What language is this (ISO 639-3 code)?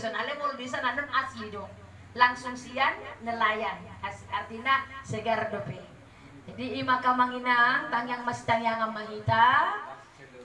bbc